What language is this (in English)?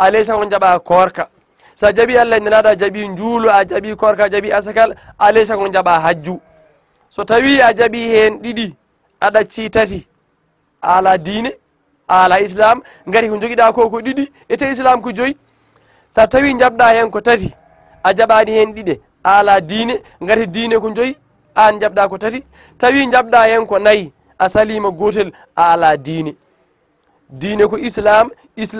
Fula